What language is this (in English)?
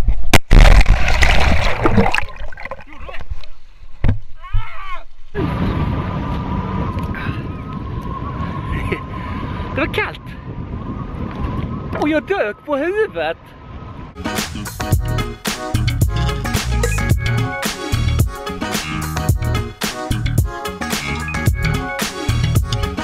Swedish